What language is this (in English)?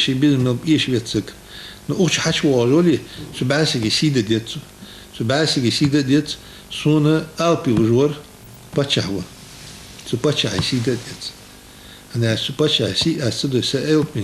Ingush